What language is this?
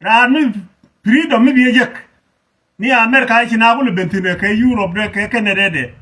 Nuer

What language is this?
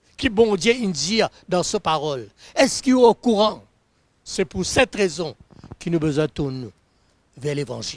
Morisyen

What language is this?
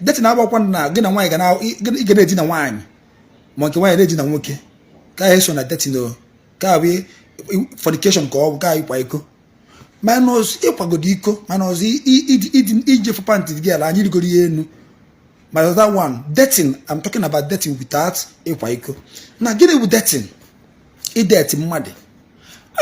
Igbo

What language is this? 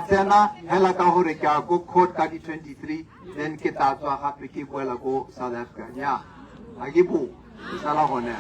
Tswana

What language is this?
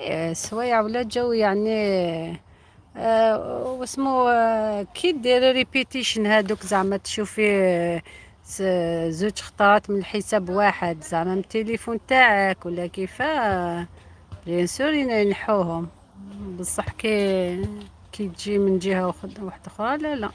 Algerian Arabic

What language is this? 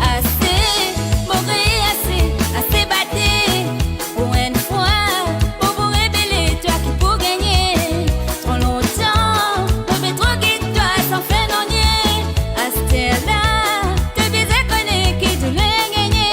Morisyen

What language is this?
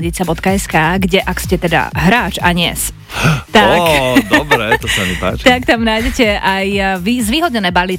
Slovak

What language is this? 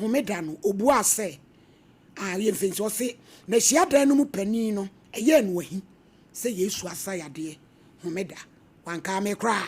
Akan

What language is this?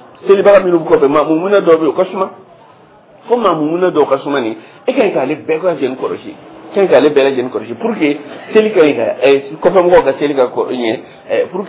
Dyula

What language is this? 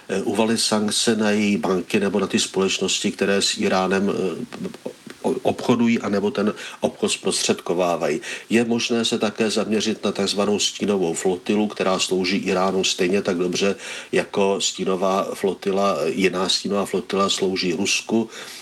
Czech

